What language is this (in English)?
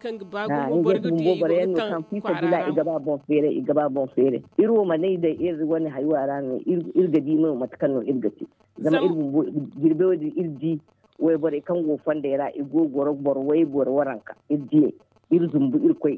Zarma